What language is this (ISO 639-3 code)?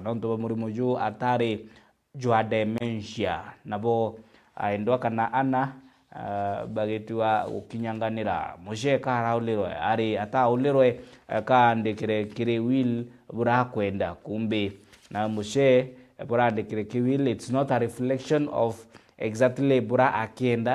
mer